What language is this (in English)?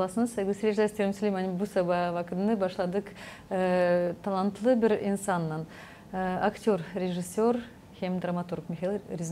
Gagauz